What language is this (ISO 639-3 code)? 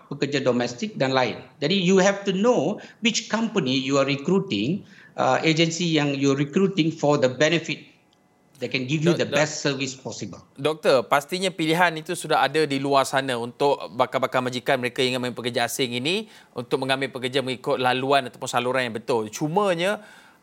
msa